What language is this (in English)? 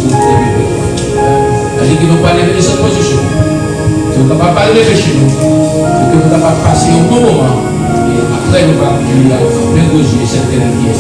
Haitian Creole